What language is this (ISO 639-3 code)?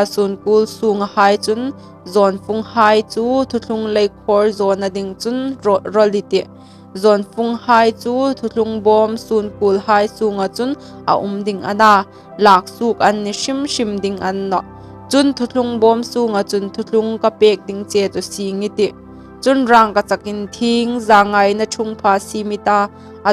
hmr